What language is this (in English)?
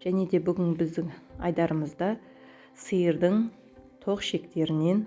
Kazakh